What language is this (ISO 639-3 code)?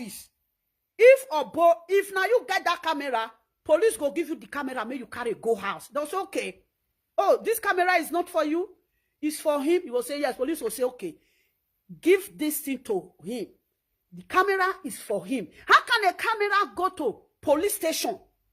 pcm